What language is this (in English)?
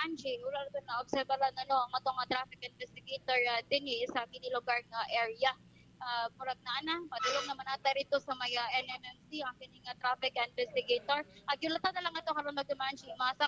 Cebuano